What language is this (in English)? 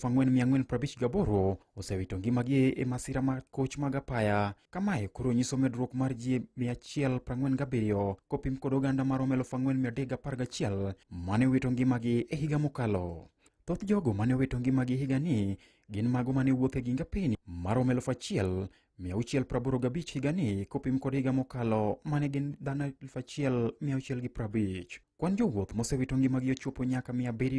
Luo (Kenya and Tanzania)